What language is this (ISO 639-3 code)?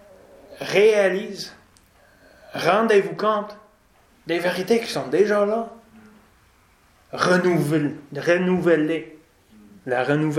fra